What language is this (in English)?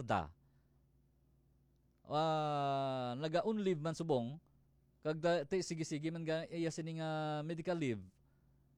Hiligaynon